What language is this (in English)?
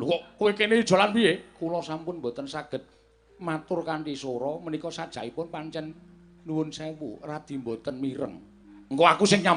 Javanese